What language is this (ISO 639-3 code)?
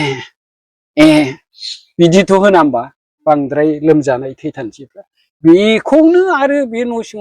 brx